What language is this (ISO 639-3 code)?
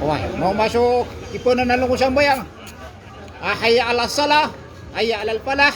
mrw